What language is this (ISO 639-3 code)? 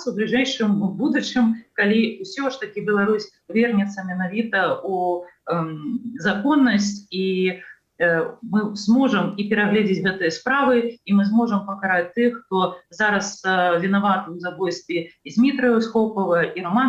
bel